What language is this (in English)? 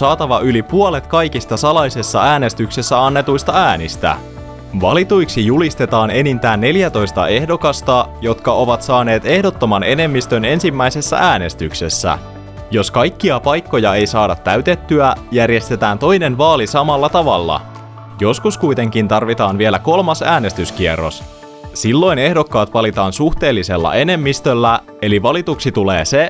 Finnish